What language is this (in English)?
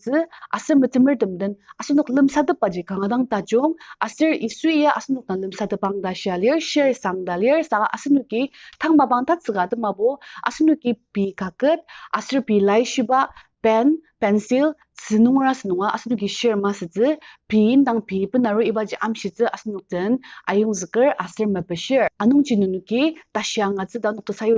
Ao Naga